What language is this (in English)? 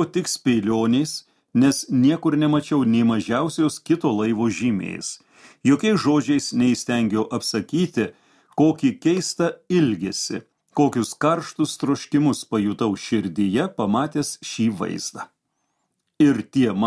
Lithuanian